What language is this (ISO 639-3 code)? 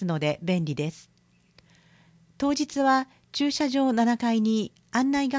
jpn